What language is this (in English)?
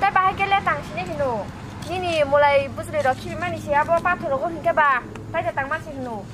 Kok Borok